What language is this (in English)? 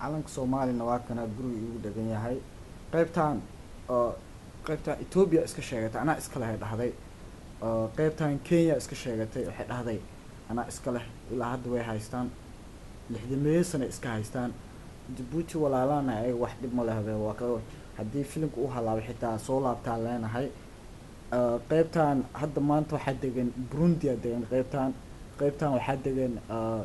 Somali